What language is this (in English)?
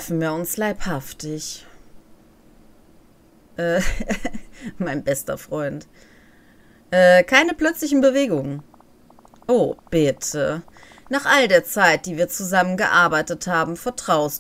German